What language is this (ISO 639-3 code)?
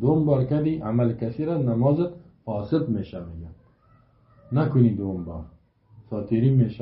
fas